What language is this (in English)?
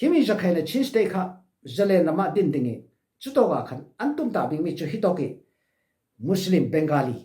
Falam Chin